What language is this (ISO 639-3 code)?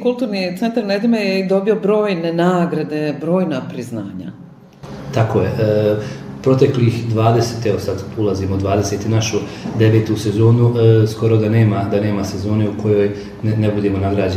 bos